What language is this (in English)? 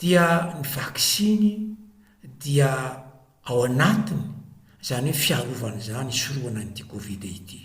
Malagasy